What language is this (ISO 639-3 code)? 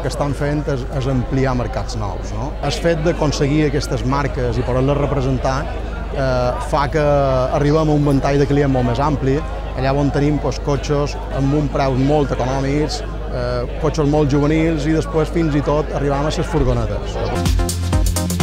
cat